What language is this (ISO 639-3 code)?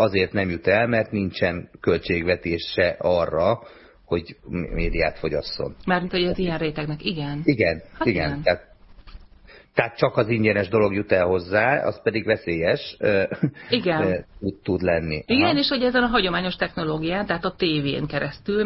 hun